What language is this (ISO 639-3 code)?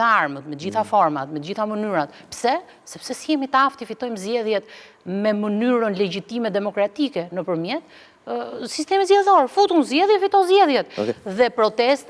sqi